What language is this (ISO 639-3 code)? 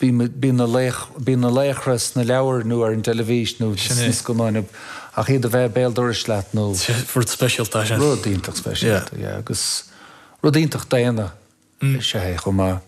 gle